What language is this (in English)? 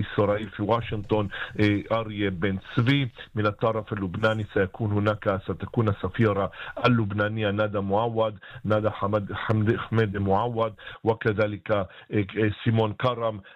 Arabic